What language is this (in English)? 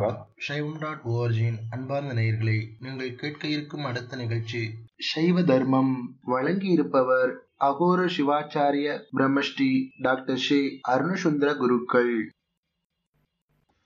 Tamil